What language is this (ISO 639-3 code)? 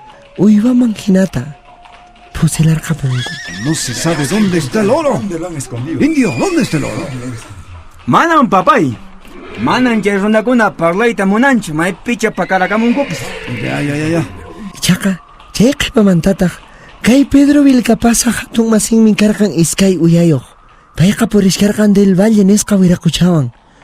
que